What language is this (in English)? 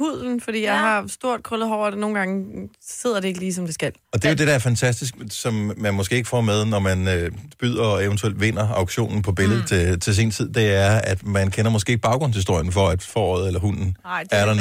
Danish